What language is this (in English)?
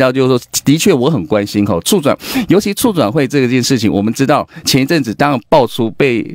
Chinese